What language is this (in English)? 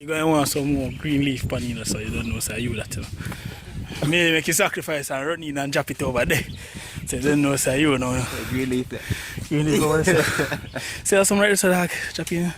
Jamaican Creole English